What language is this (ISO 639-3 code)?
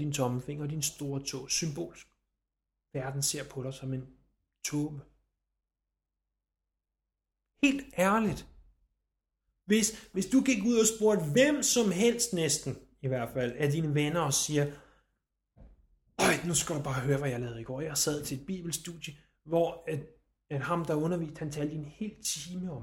dan